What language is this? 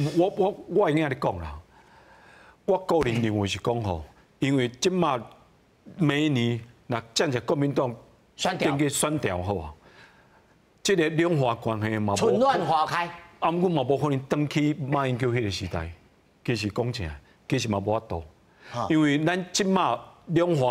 Min Nan Chinese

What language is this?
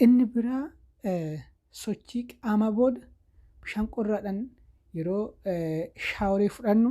Oromo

